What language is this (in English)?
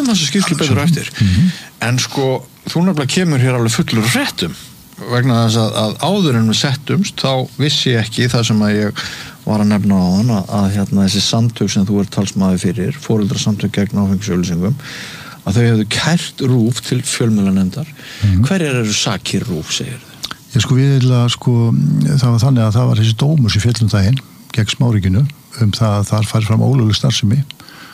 Icelandic